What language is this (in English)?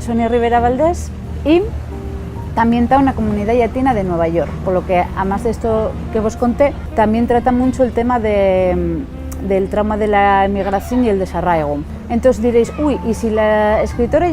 Asturian